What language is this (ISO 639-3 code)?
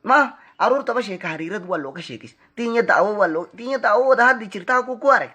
som